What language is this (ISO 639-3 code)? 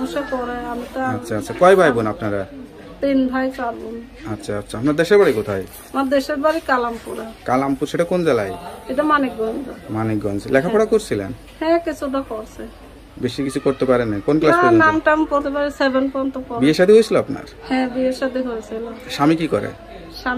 ben